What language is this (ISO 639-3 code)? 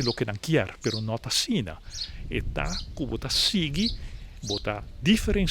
pap